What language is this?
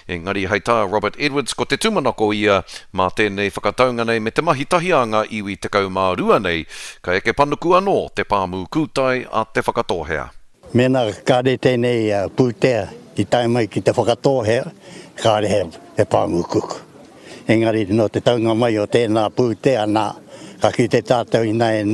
Māori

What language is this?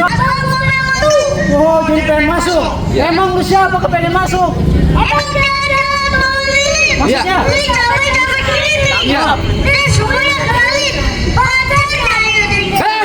Betawi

